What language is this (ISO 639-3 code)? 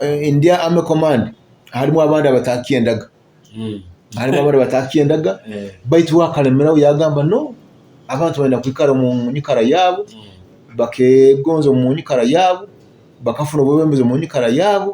nyo